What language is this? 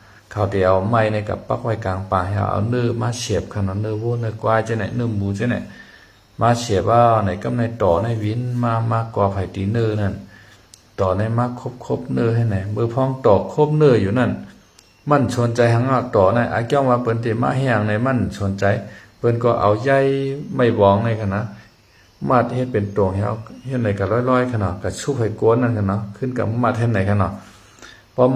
Shan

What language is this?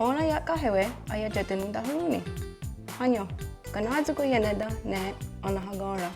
Mohawk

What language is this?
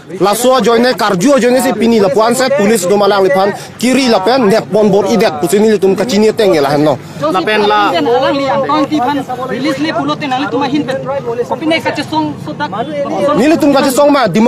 Karbi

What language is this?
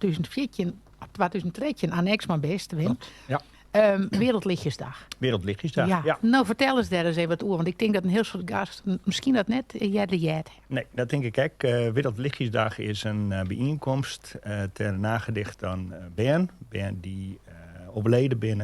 Western Frisian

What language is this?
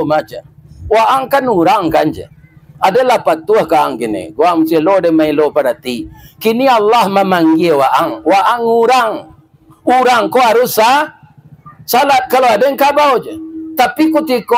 Minangkabau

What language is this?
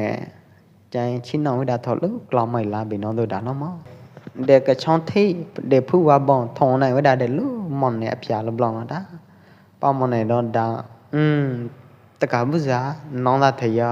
Pwo Eastern Karen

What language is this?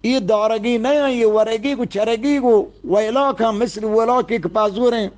Eastern Balochi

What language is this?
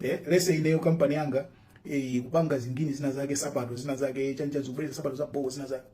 Nyanja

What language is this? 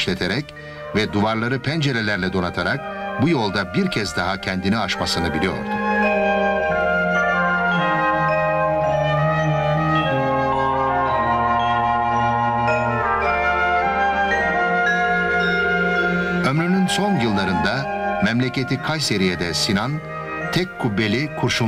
Turkish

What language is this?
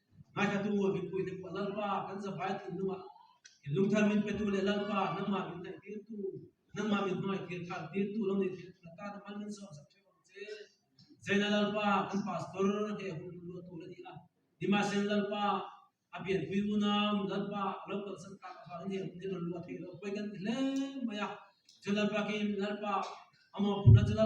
Mizo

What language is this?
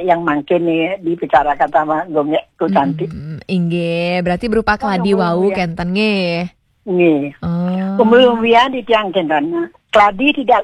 Balinese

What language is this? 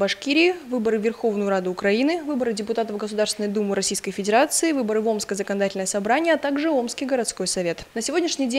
Russian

